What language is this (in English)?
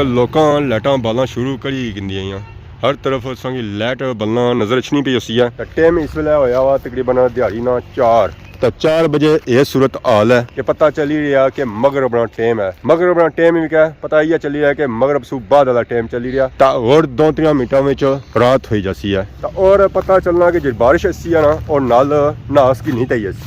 Pahari-Potwari